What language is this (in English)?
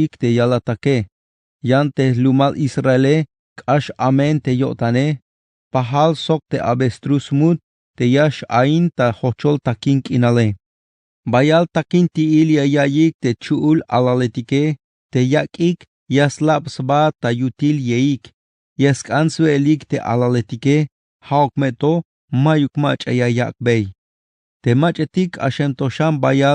Tzeltal